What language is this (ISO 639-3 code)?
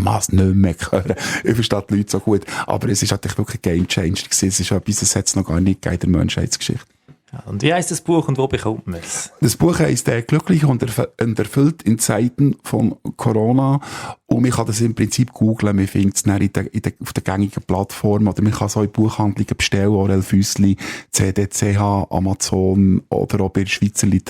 gsw